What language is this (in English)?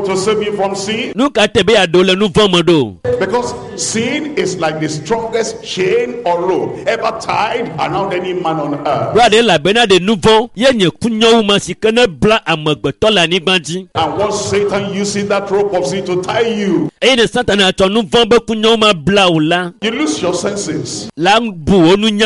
Ewe